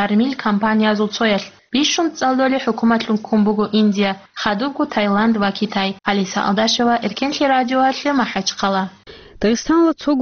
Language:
Avaric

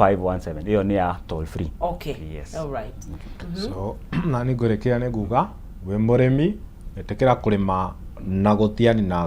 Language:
Kikuyu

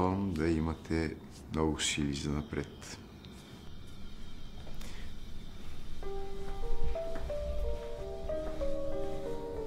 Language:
Bulgarian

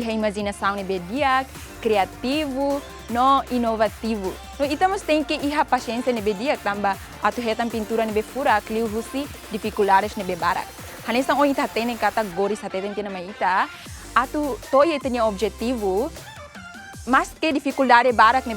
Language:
Tetum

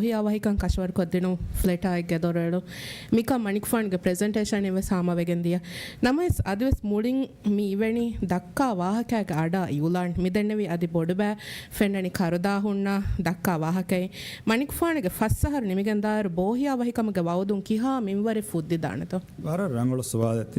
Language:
Divehi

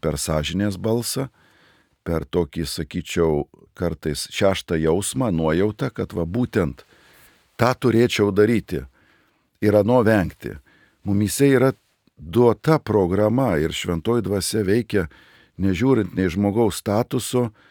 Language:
Lithuanian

